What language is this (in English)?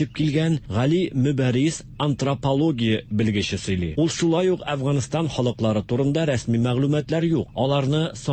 Tatar